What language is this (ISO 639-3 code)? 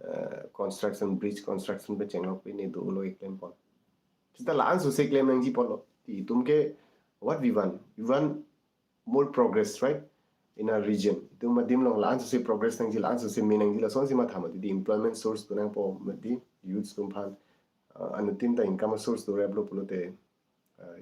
mjw